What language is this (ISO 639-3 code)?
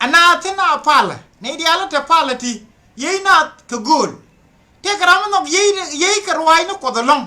nus